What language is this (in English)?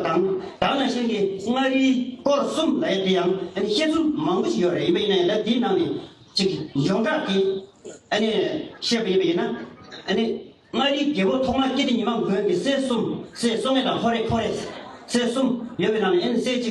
Tibetan